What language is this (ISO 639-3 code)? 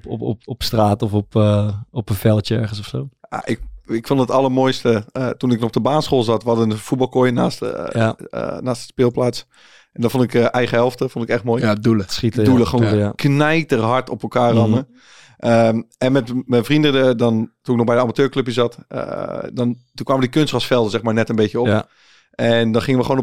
nld